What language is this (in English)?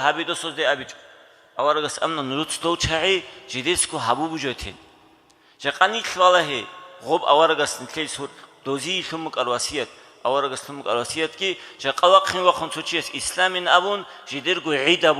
Avaric